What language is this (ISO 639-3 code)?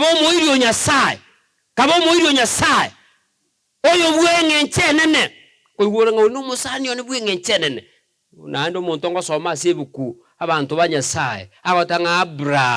guz